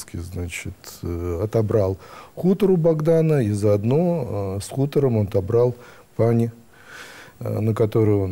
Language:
Russian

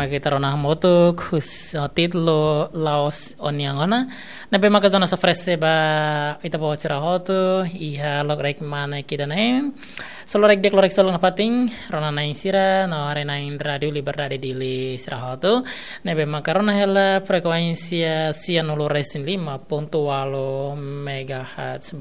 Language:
Tetum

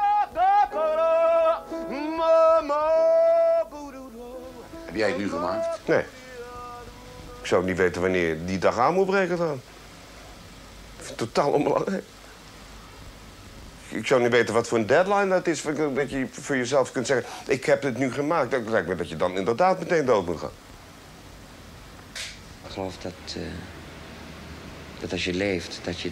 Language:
Dutch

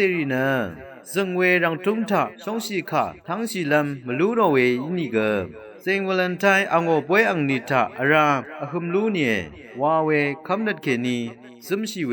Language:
Rawang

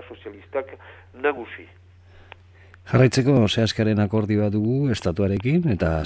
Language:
Basque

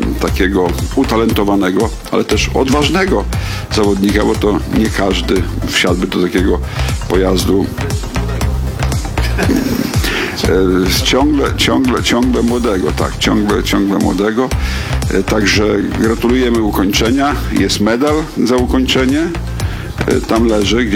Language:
Polish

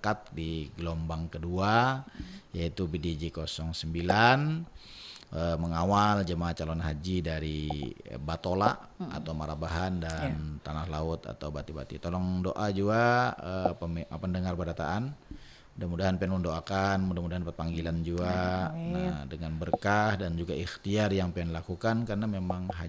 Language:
Banjar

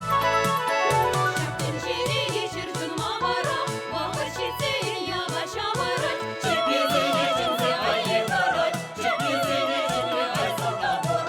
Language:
Chuvash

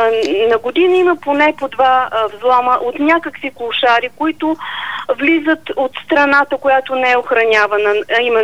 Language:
Bulgarian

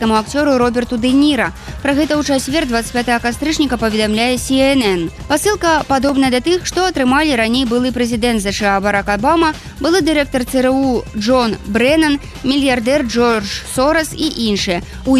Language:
Belarusian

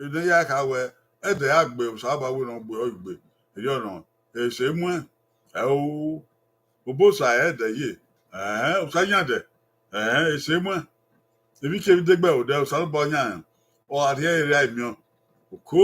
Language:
Bini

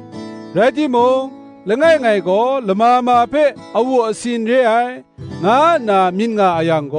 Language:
Kachin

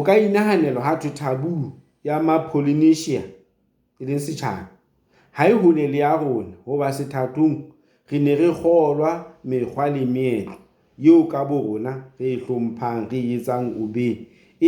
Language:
Southern Sotho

